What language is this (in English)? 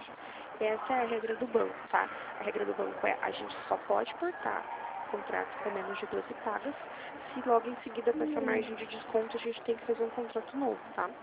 Portuguese